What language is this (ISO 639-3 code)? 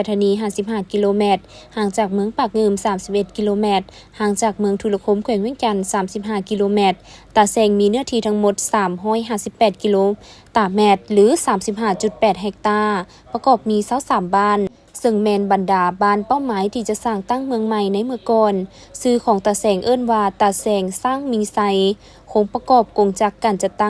lao